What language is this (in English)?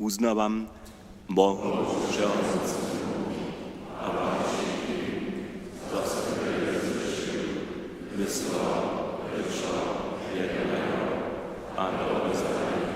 Upper Sorbian